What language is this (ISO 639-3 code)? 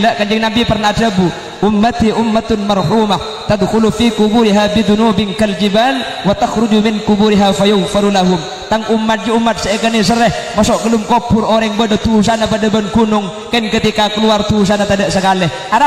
mad